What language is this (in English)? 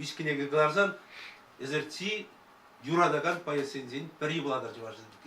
Chuvash